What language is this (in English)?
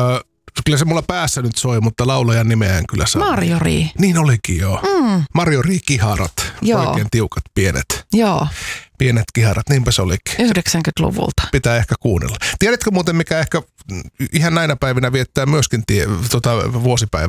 Finnish